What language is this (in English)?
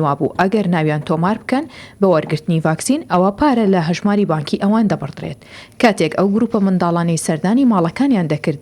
Central Kurdish